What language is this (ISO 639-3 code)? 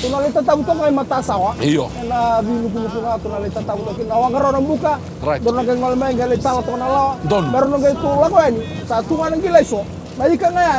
fij